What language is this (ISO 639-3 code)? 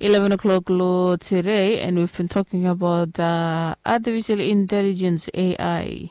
bis